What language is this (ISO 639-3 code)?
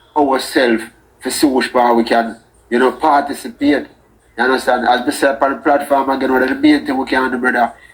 jam